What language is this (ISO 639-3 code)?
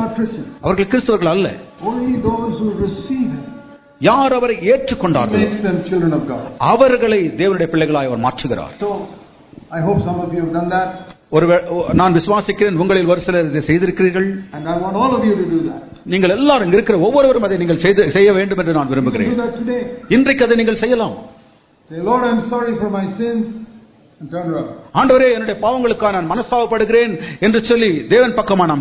tam